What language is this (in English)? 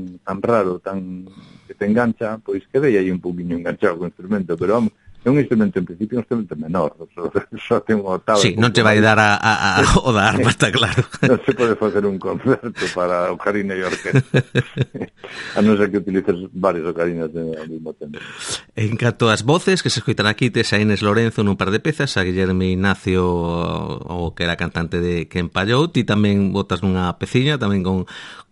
Galician